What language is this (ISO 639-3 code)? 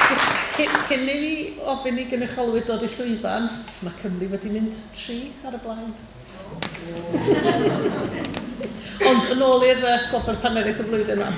cym